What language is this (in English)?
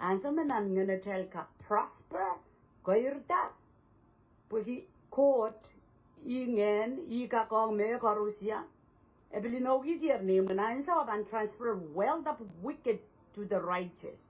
Pohnpeian